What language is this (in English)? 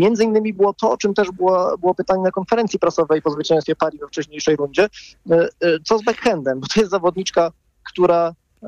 Polish